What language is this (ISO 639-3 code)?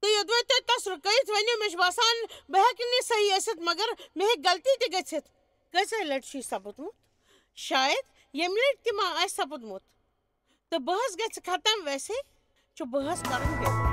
kas